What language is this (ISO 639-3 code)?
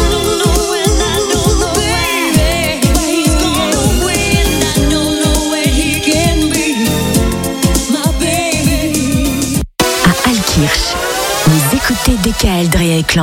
fra